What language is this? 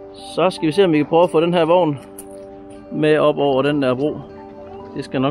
Danish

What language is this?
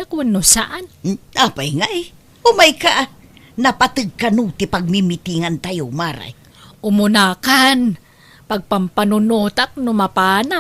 Iloko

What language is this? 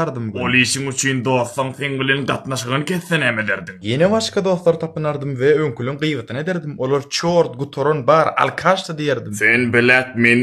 Turkmen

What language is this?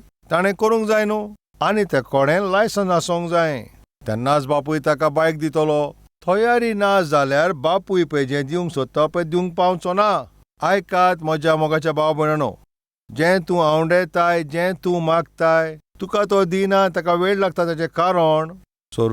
Konkani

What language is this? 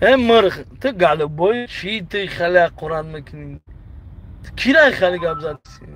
Tajik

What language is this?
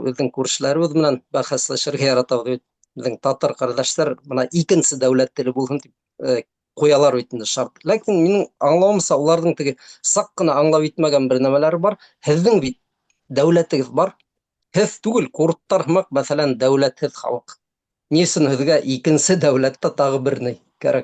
Bashkir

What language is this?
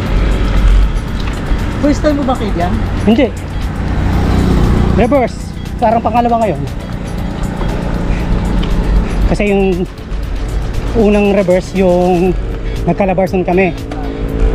Filipino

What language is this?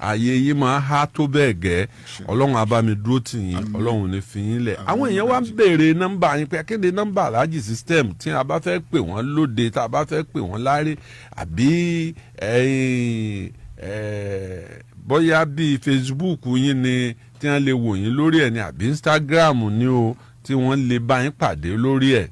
Yoruba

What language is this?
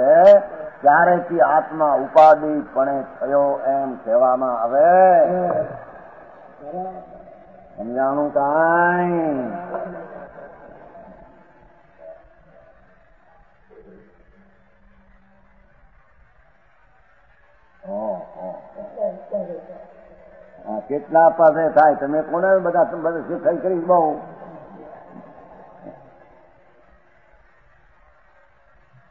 Gujarati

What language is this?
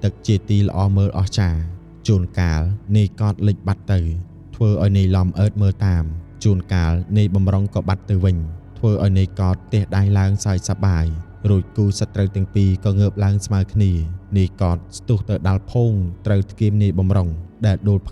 Khmer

